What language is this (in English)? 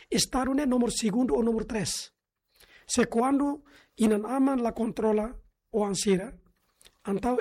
Tetum